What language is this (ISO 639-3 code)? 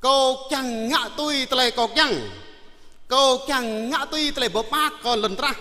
jra